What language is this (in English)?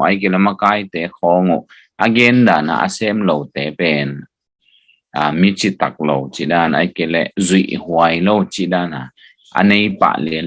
Tedim Chin